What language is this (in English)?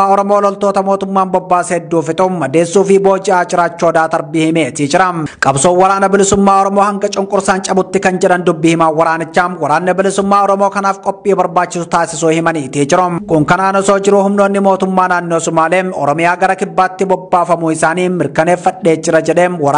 Oromo